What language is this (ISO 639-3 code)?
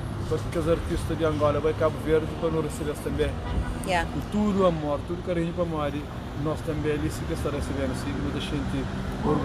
kea